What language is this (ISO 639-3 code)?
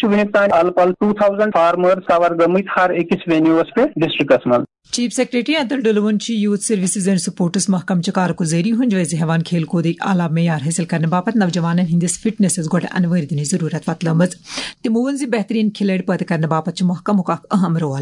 kas